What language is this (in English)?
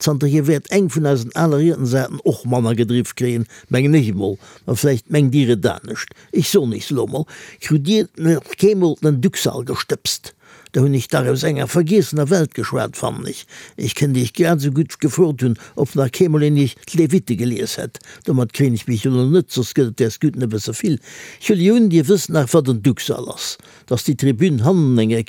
Luxembourgish